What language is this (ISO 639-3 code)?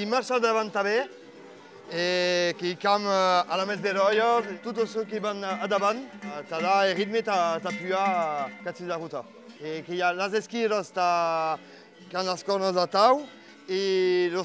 oci